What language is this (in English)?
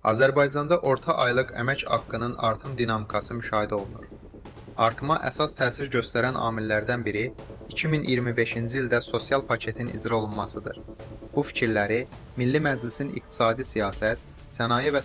Azerbaijani